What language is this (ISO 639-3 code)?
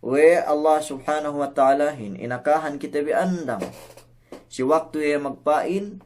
yka